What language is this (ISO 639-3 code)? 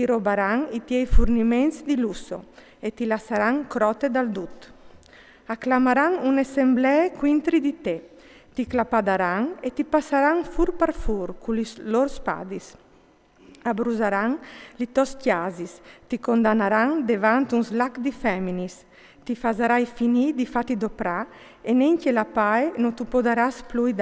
fur